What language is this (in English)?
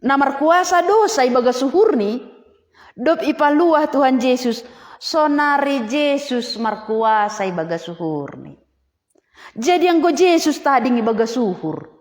Batak Simalungun